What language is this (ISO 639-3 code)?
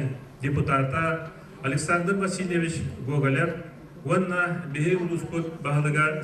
sah